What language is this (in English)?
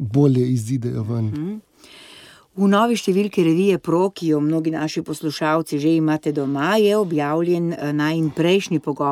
Slovenian